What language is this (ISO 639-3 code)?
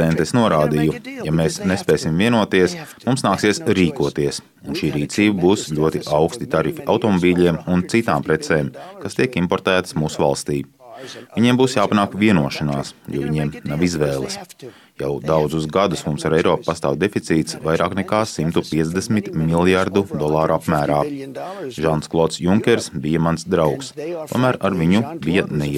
lav